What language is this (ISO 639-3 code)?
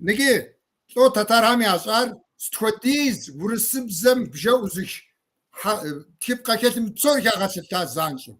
kbd